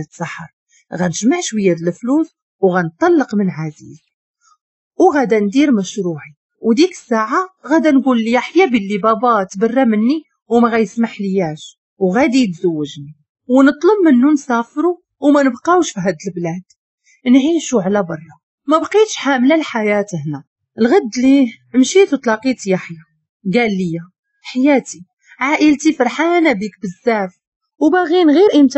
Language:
Moroccan Arabic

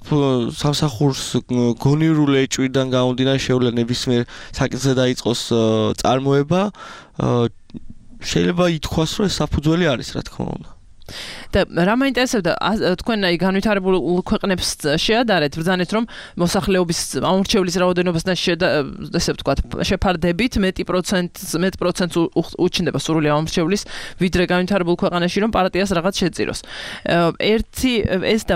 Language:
Georgian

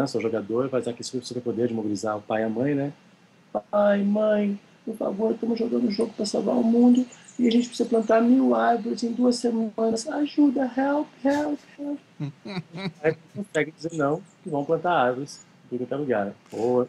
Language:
Portuguese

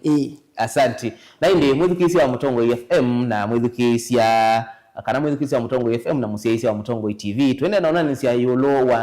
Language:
Kamba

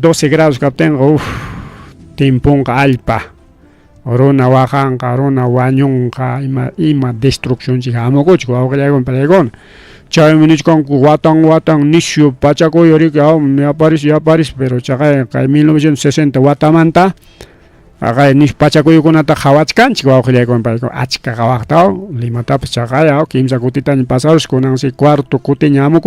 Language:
Ayacucho Quechua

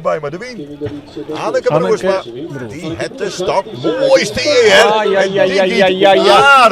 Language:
Western Frisian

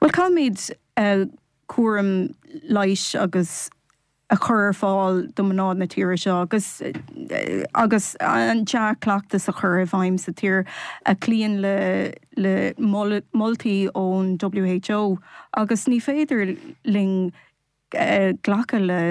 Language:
Irish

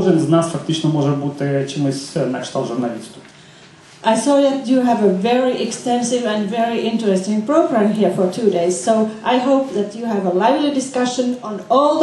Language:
Ukrainian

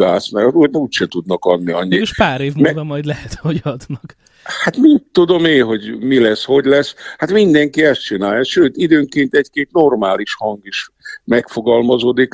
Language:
Hungarian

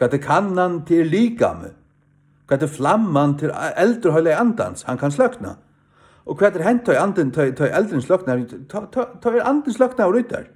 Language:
Faroese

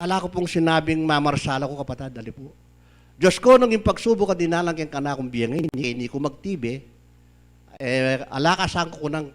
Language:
Pampanga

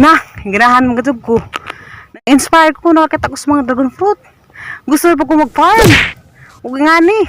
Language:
Cebuano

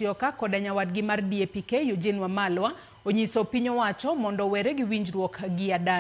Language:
Luo (Kenya and Tanzania)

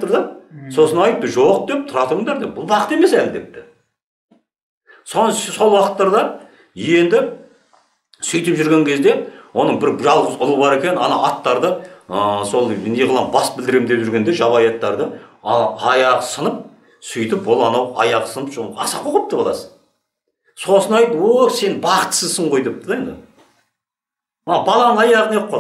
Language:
Kazakh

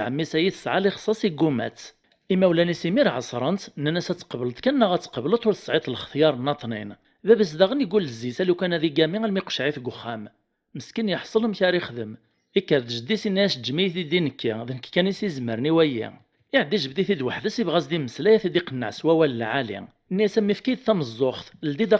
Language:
Kabyle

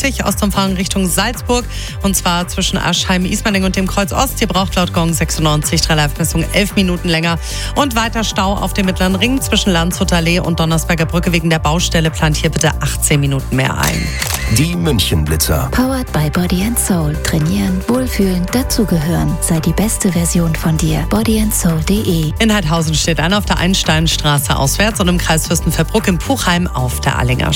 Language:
German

